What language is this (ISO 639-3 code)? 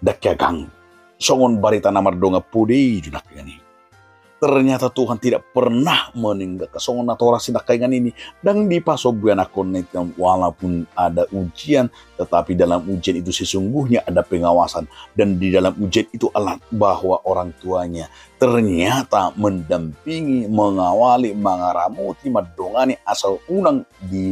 bbc